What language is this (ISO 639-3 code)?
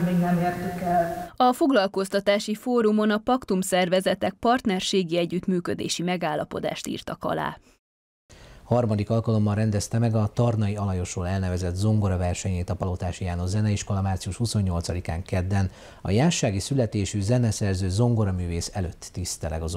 hun